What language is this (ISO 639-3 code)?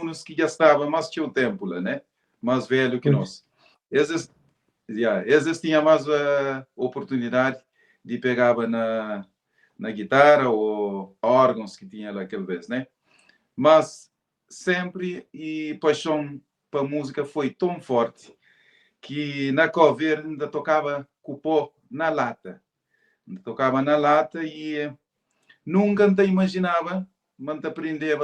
kea